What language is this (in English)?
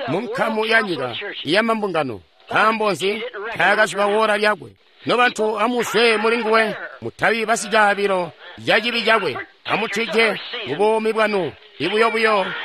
Tonga (Zambia)